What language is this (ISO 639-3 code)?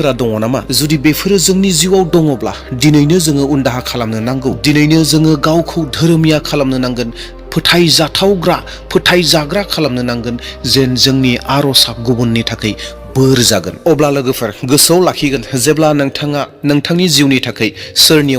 brx